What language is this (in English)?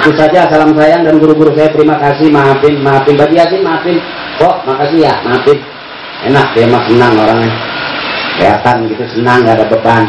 Betawi